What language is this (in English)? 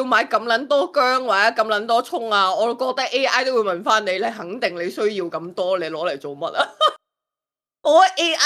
Cantonese